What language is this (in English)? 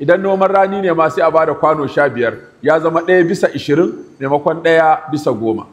Hausa